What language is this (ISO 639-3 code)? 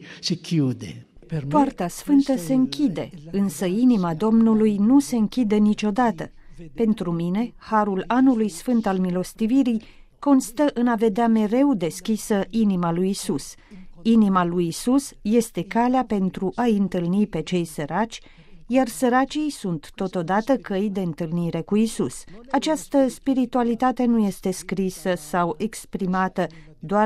ron